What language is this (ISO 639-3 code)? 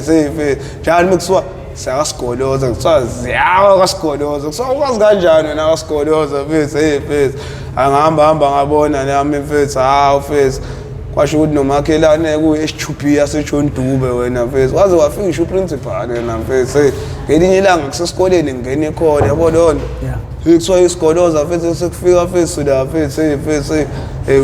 zul